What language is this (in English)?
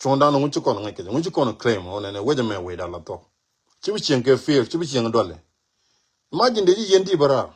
Nuer